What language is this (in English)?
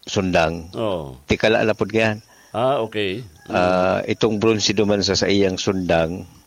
Bikol